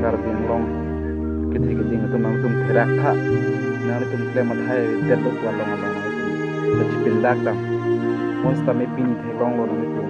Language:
Karbi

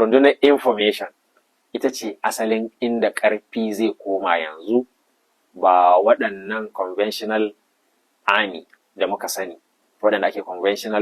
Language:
Hausa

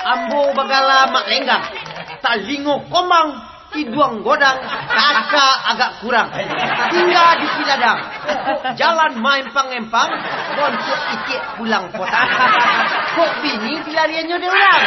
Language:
Minangkabau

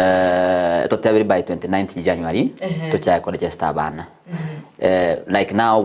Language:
Gusii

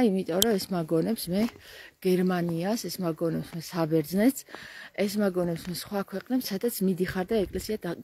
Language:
Georgian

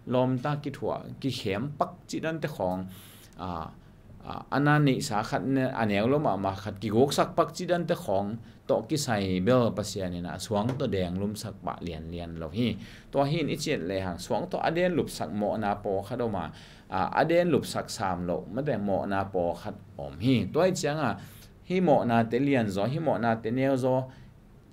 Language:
Tedim Chin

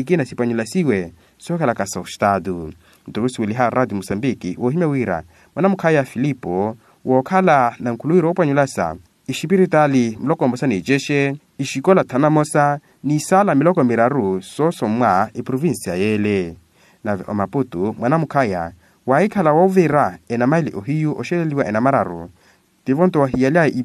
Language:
Makhuwa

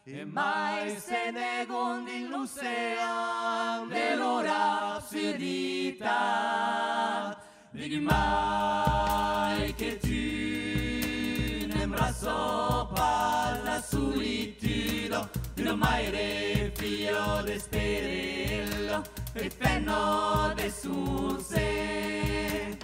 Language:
Occitan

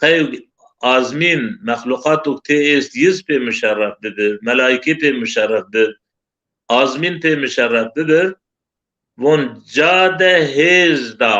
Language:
Zaza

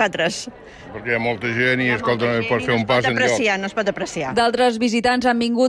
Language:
Catalan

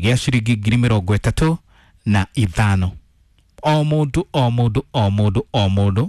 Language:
Kikuyu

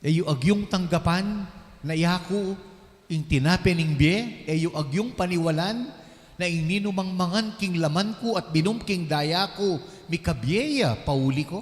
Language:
Pampanga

